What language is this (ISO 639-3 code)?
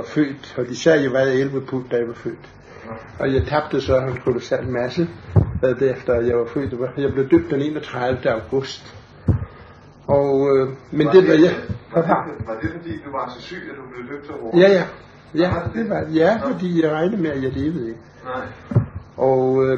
dan